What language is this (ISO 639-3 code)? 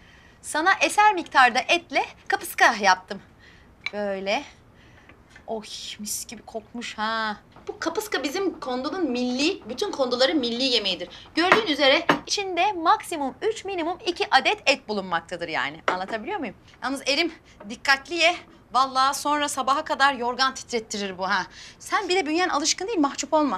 tur